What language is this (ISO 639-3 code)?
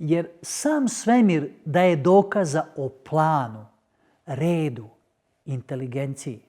mkd